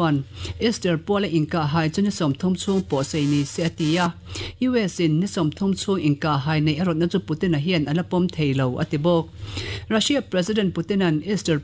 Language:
Mizo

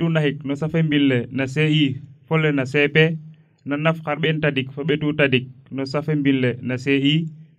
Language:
Serer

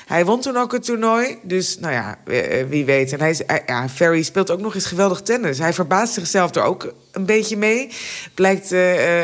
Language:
Dutch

